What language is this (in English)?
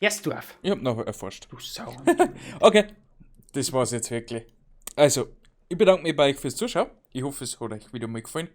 Bavarian